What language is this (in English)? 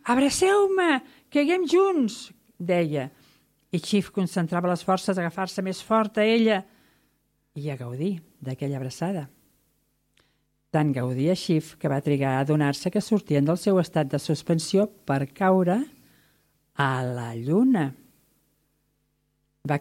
Catalan